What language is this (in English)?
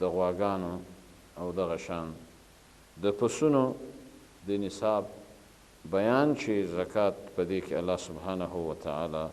Pashto